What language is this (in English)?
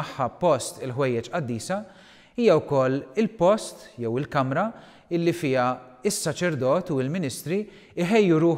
Maltese